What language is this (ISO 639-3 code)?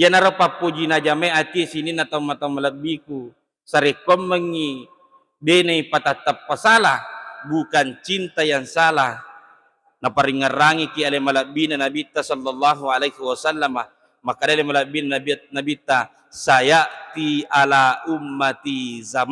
bug